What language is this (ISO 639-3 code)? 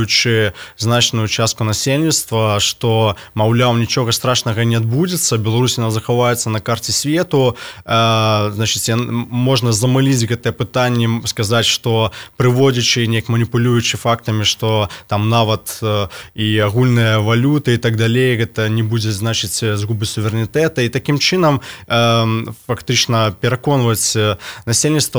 bel